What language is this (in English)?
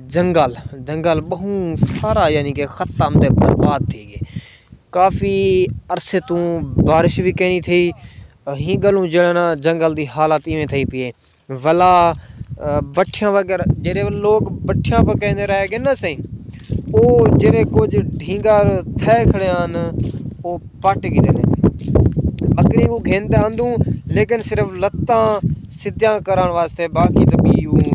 Saraiki